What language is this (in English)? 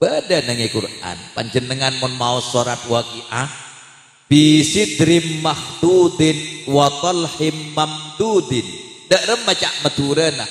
Madurese